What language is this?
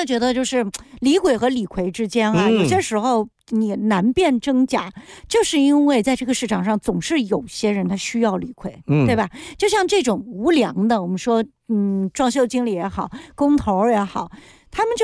Chinese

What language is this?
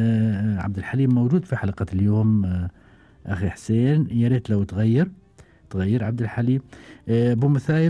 Gulf Arabic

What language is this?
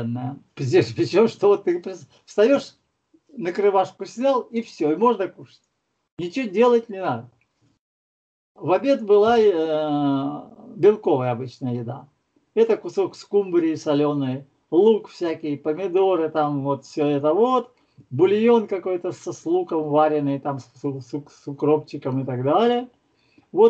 Russian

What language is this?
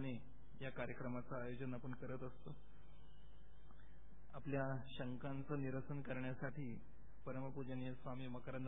Marathi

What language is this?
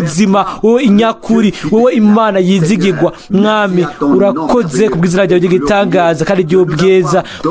Rundi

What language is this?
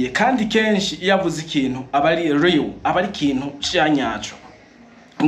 Rundi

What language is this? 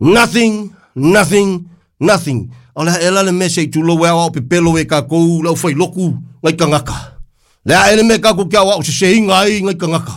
Samoan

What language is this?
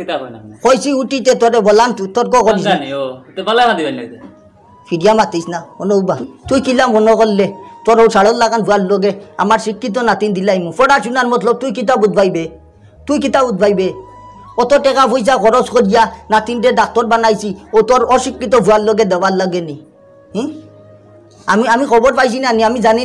Sylheti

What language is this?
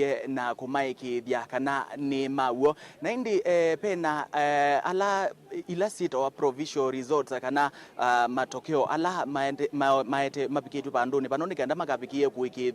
Kamba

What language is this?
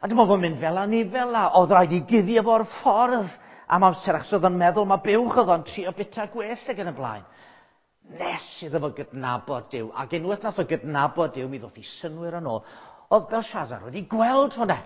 Welsh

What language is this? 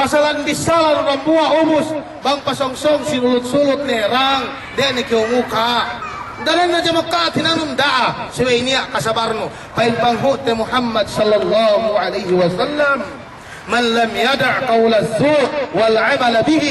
Yakan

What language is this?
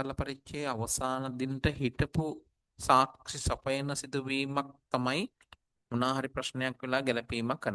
Sinhala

